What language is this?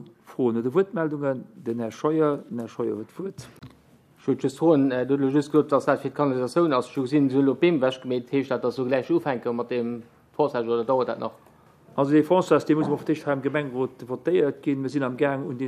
Luxembourgish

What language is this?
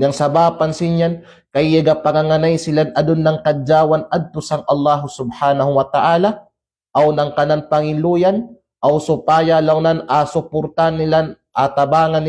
Kalagan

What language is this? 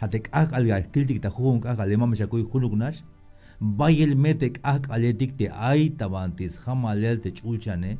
Tzeltal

